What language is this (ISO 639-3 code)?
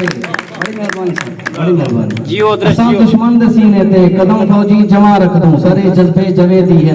skr